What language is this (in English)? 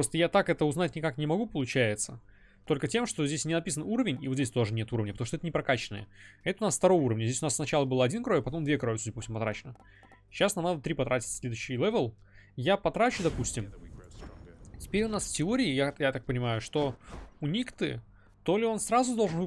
Russian